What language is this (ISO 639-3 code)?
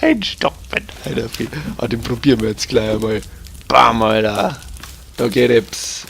bar